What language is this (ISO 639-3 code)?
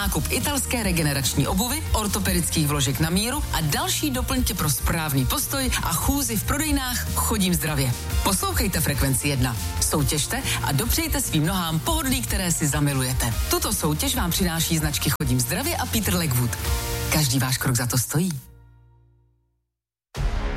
ces